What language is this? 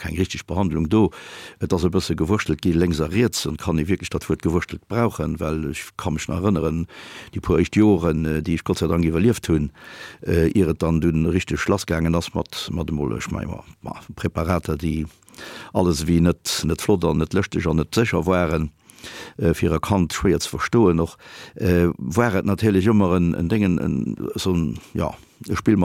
Luxembourgish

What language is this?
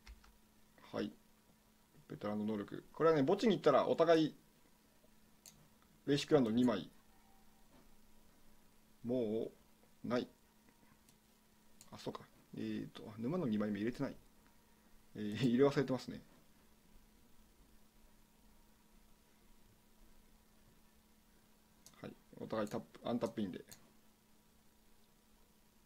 Japanese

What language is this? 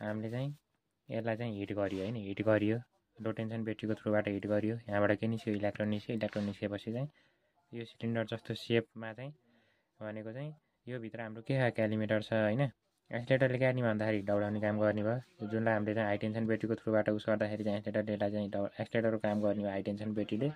Nepali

